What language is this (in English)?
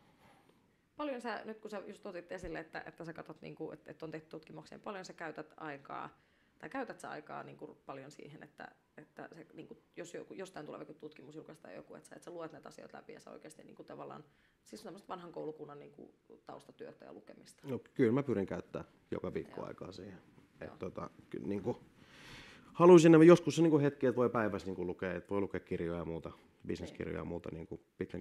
Finnish